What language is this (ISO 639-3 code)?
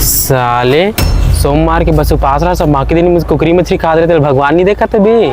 hne